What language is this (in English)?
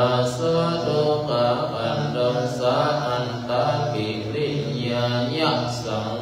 Pali